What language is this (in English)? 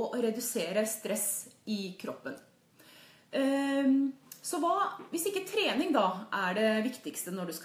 Norwegian